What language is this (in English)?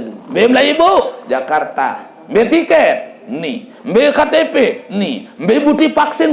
Sasak